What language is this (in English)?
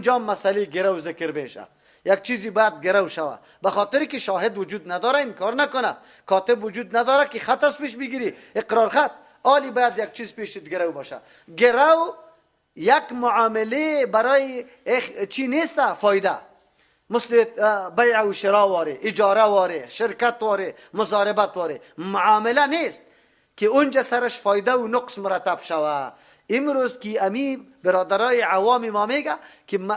Persian